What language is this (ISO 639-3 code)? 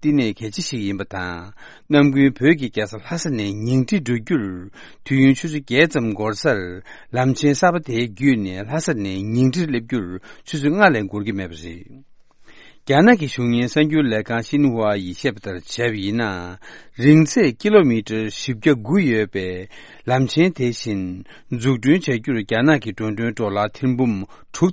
bod